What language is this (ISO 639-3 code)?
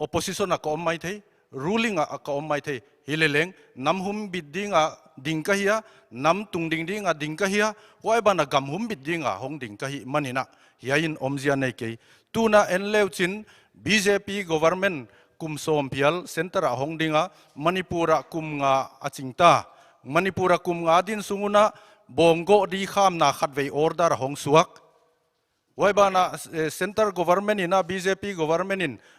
pck